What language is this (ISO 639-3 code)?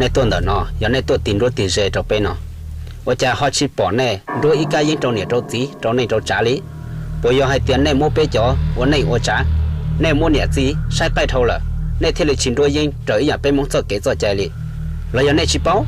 hmn